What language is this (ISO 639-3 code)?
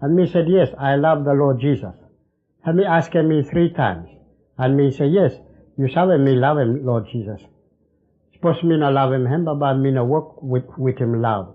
bis